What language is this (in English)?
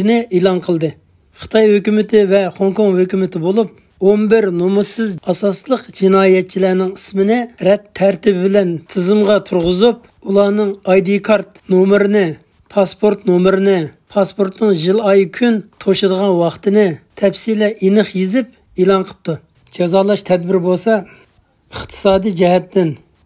Uyghur